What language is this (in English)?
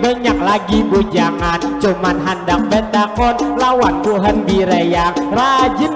Banjar